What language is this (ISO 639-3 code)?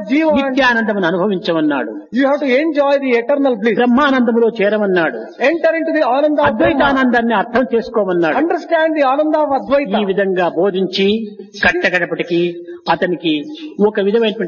tel